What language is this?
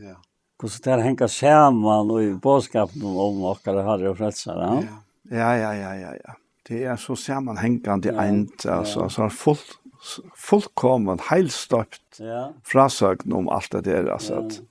Faroese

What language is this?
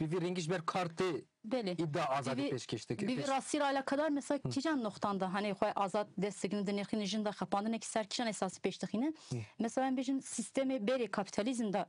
Kurdish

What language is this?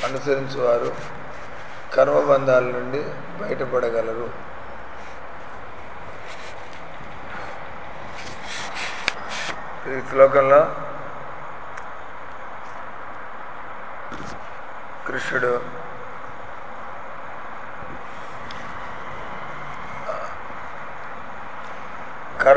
Telugu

